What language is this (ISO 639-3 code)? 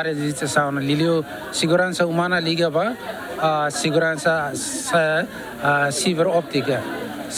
tet